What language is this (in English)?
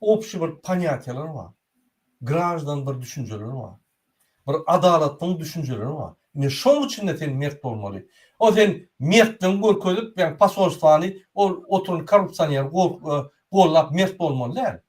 Turkmen